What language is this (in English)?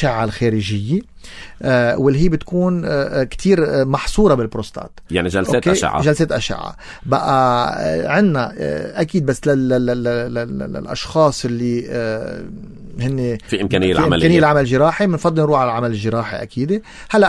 North Levantine Arabic